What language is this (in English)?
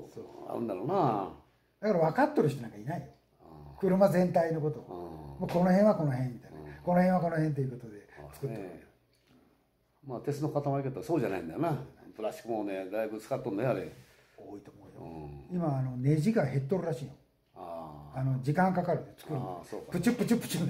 Japanese